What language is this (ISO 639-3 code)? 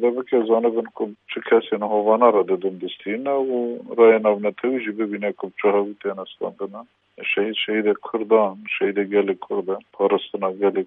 kur